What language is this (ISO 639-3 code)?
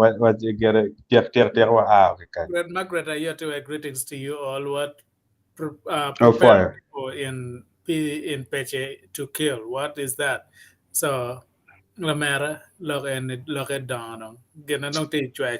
ach